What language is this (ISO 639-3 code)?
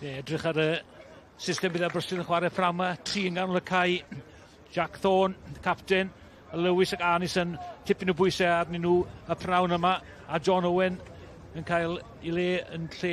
cym